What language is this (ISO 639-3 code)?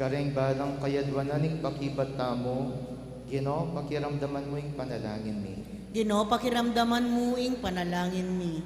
pam